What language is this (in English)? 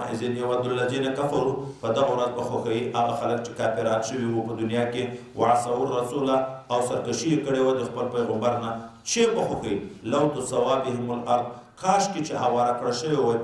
Pashto